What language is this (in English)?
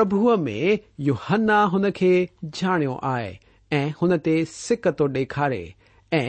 Sindhi